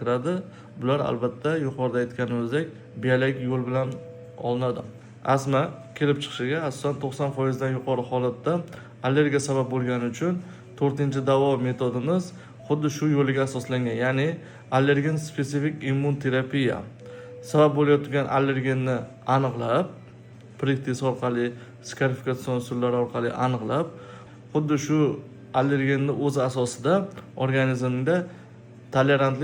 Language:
Uzbek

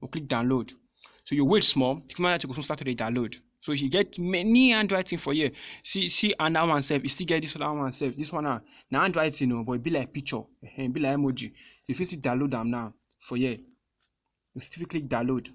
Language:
Nigerian Pidgin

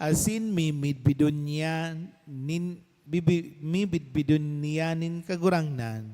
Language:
Bikol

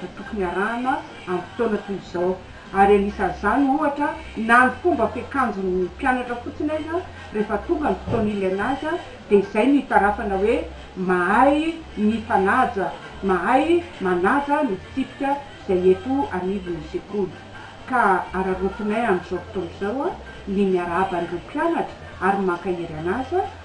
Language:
Malagasy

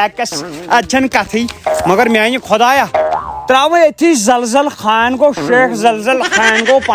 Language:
Kashmiri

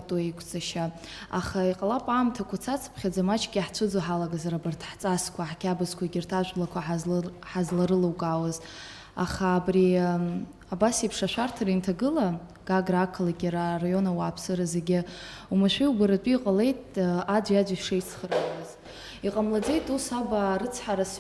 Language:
Abkhazian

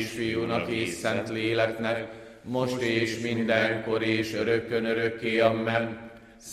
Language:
Hungarian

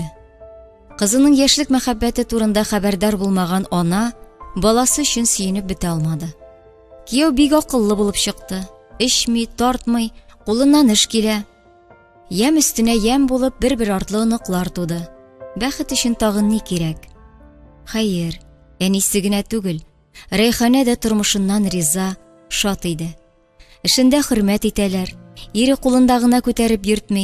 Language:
Tatar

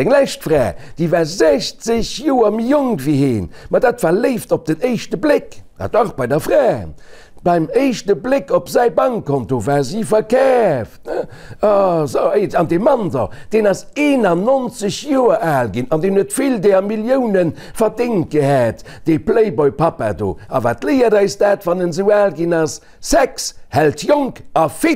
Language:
Luxembourgish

